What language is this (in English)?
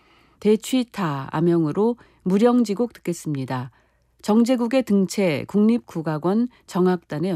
Korean